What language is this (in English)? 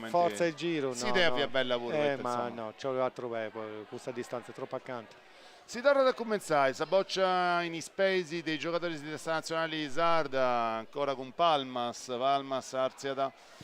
Sardinian